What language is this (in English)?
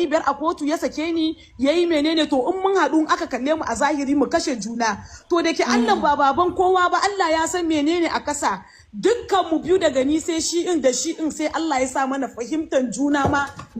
Hausa